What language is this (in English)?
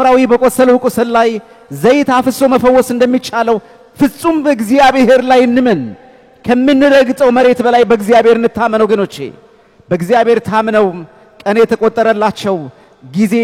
Amharic